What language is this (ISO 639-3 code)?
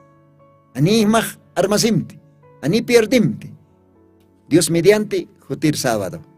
aym